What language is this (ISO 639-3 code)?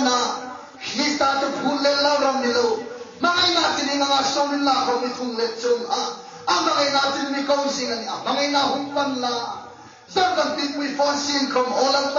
hmr